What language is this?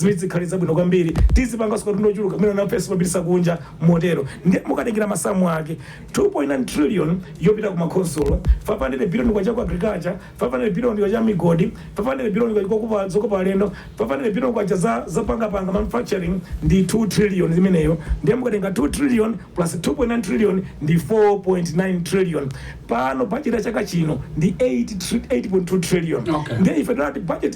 Nyanja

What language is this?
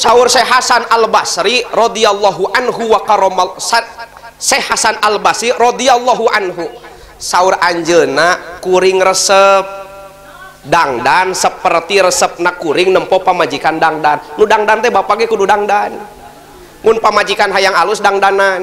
Sundanese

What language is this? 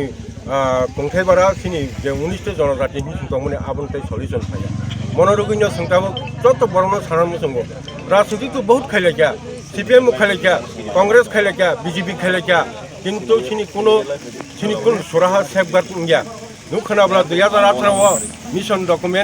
Kok Borok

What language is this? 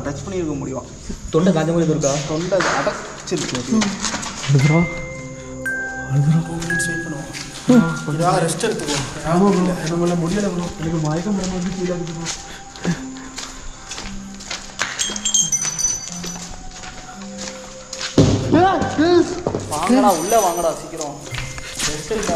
Tamil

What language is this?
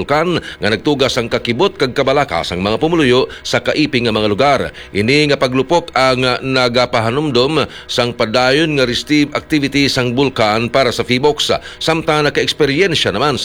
Hiligaynon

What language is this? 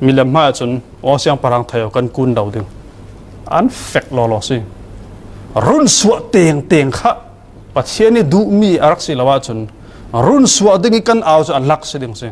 Falam Chin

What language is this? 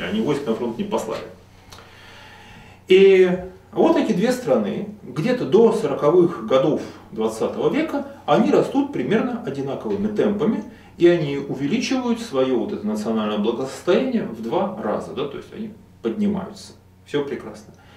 Russian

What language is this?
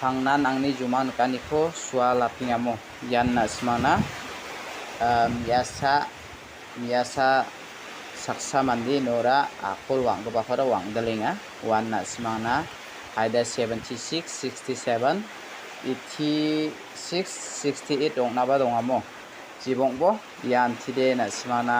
Garo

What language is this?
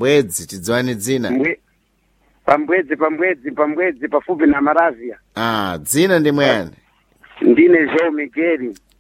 Sena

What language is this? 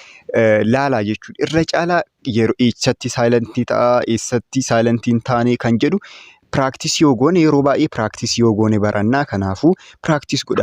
Oromo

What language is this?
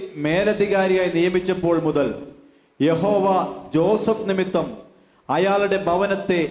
Malayalam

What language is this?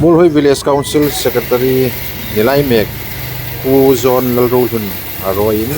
Hmar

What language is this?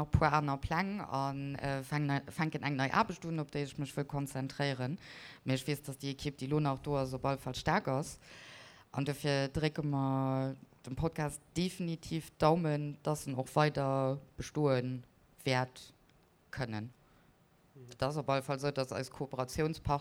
Luxembourgish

